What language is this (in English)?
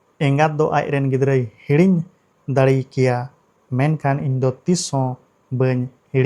Santali